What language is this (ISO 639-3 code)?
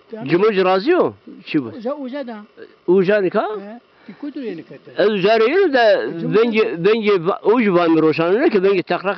zza